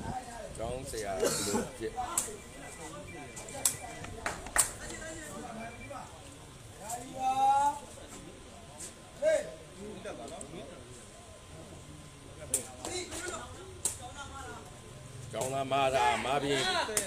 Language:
Burmese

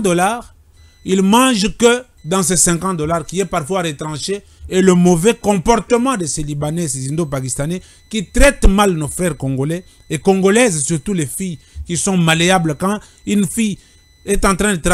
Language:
French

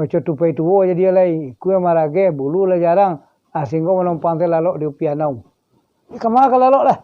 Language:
Minangkabau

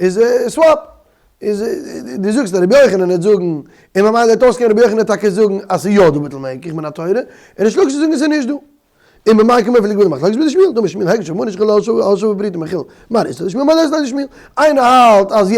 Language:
Yiddish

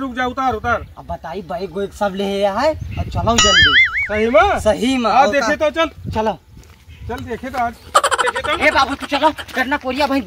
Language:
Awadhi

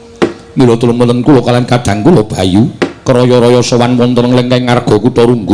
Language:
Javanese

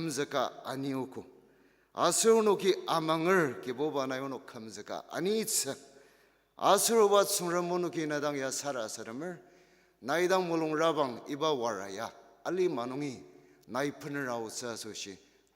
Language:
Ao Naga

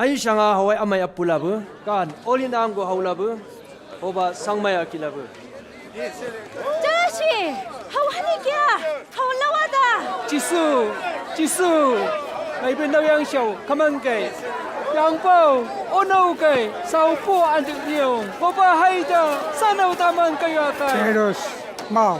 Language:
Chang Naga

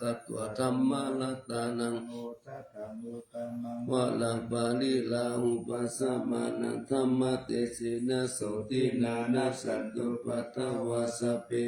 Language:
Pali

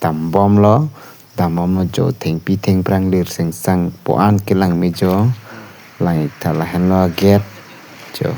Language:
Karbi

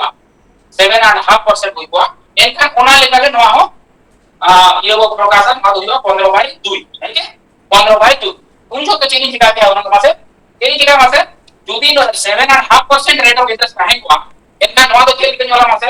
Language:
Santali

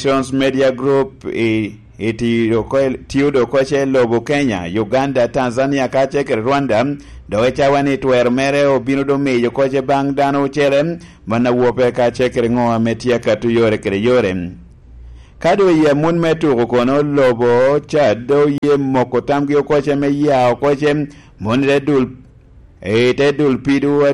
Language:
Lango (Uganda)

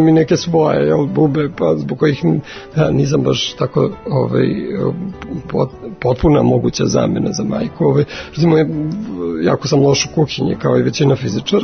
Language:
Serbian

